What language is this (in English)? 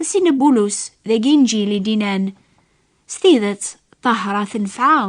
Kabyle